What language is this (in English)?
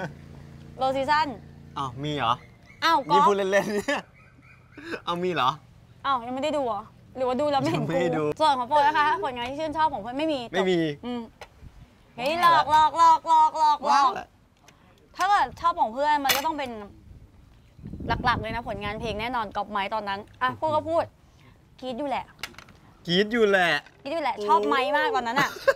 Thai